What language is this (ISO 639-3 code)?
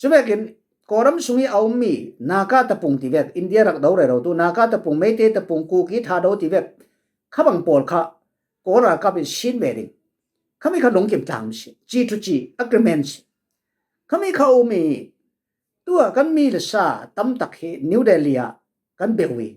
cfm